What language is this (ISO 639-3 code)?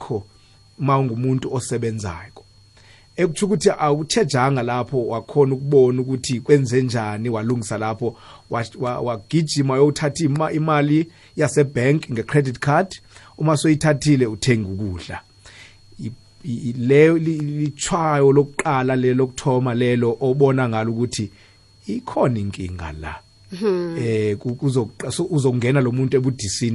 nbl